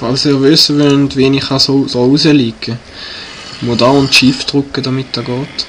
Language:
Swiss German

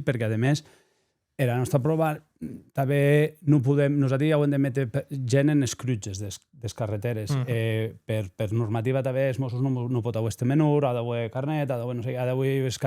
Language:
Occitan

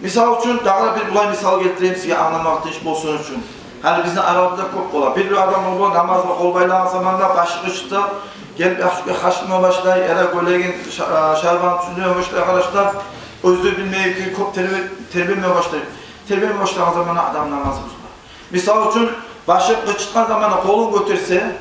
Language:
Kumyk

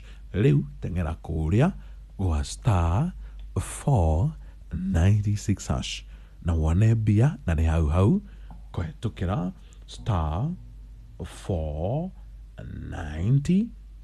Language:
Kikuyu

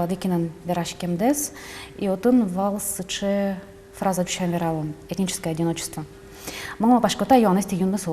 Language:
Udmurt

